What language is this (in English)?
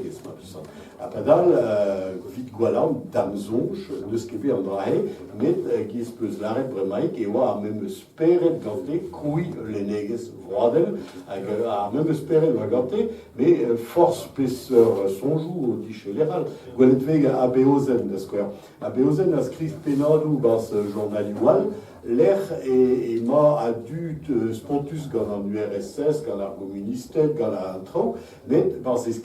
Breton